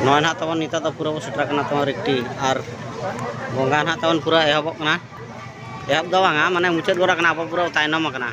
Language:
Santali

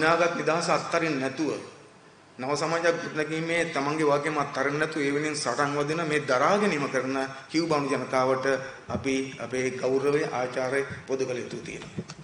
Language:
Sinhala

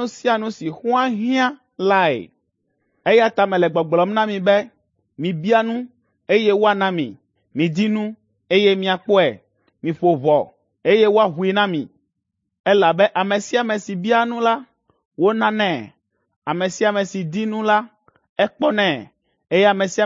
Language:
Ewe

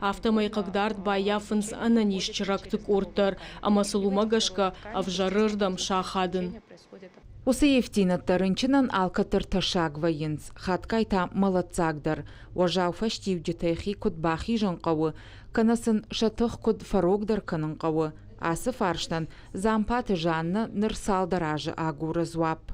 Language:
Ossetic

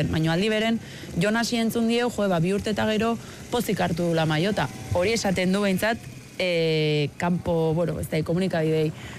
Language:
Basque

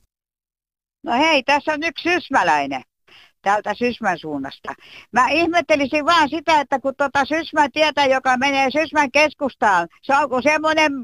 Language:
Finnish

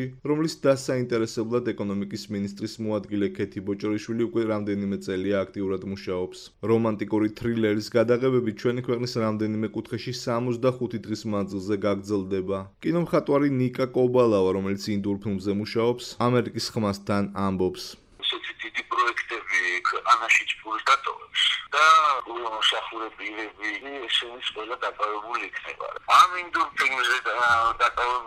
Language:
Georgian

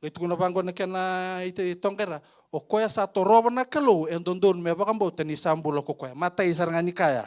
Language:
Fijian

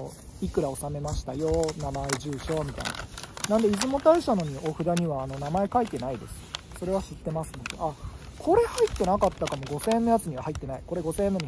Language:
Japanese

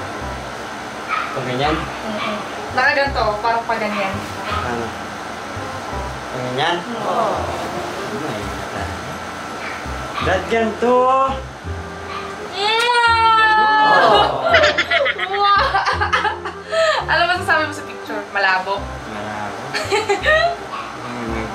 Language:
Filipino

